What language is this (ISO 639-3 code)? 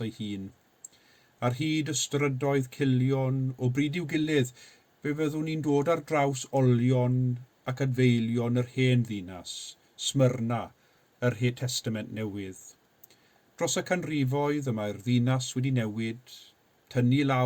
cym